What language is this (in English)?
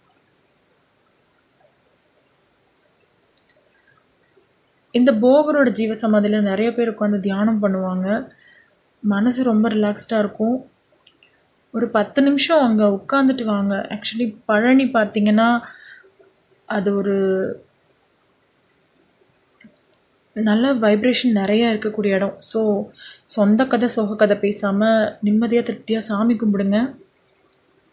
Tamil